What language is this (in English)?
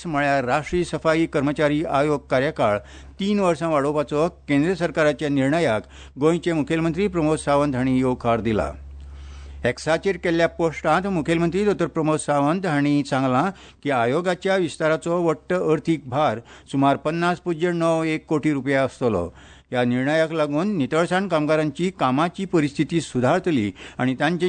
Konkani